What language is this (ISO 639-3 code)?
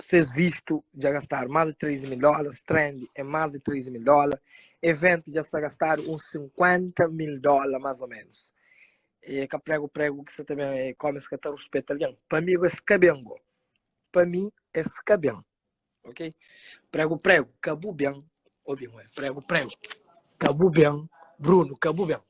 kea